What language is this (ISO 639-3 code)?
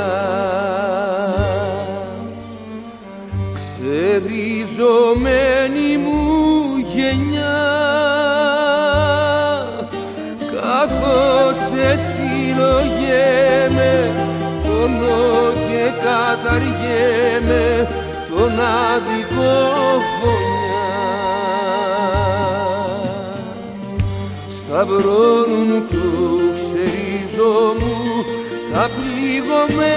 ell